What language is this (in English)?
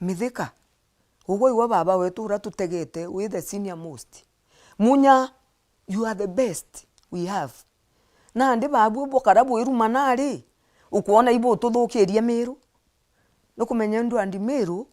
Meru